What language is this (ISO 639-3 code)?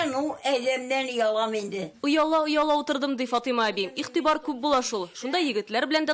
tat